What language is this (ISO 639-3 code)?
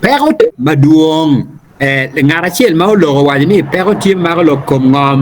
ach